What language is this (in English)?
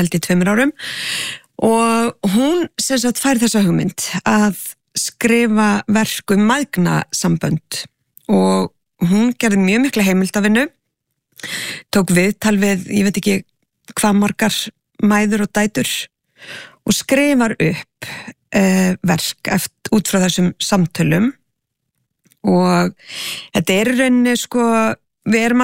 Icelandic